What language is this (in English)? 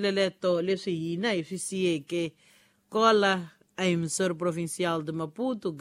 Tsonga